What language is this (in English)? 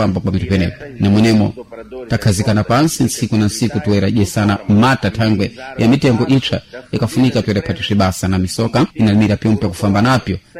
Sena